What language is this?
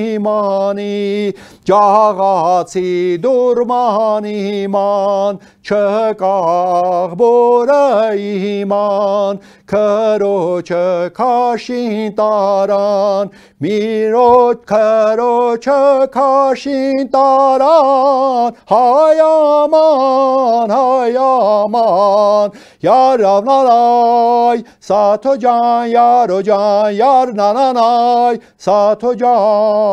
Armenian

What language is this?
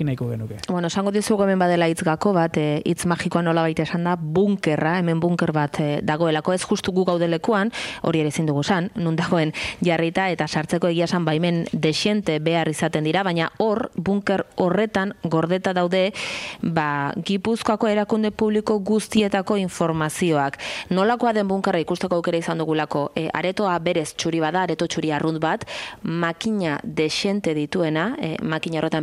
Basque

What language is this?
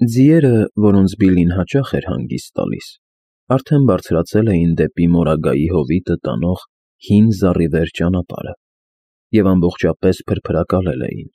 Armenian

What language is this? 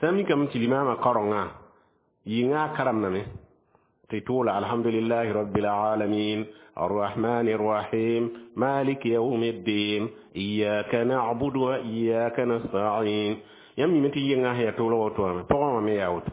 Mossi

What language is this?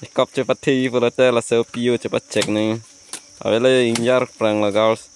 Karbi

